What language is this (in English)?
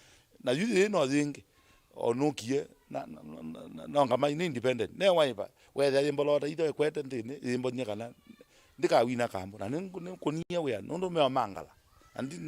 Kamba